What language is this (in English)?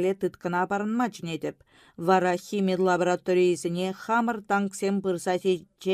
Chuvash